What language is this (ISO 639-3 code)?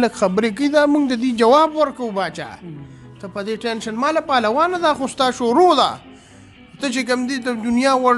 pus